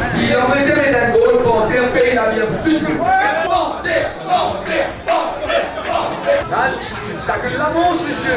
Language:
Morisyen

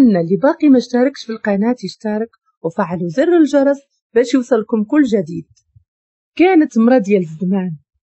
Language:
Moroccan Arabic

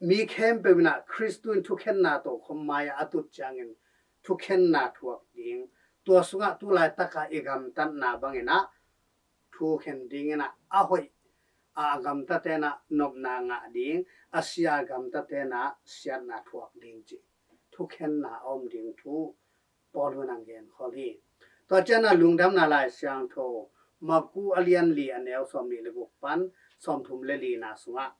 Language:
Tedim Chin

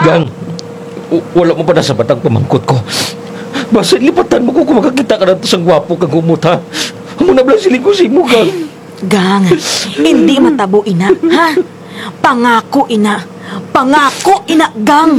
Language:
Hiligaynon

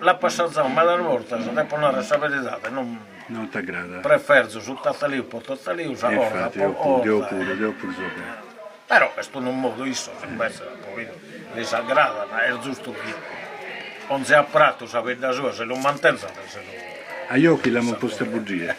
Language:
Sardinian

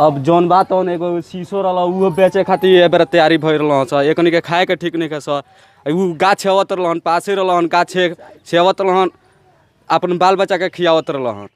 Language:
Bhojpuri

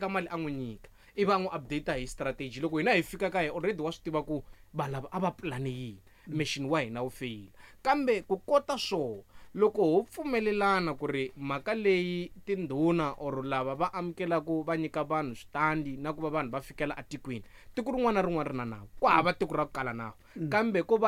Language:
Tsonga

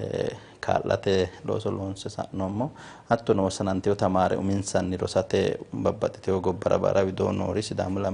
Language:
Sidamo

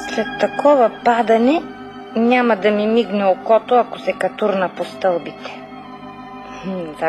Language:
Bulgarian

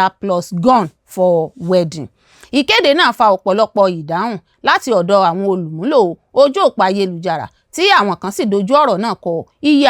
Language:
Yoruba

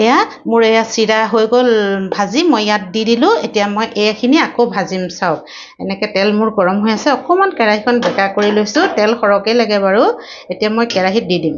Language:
Assamese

